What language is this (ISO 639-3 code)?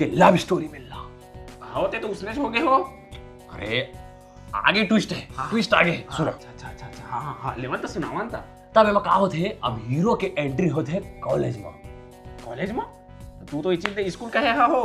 hne